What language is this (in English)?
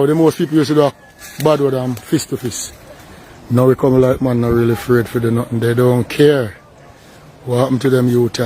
Jamaican Creole English